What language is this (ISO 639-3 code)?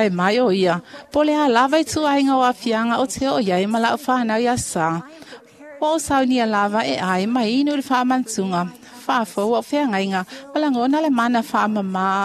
smo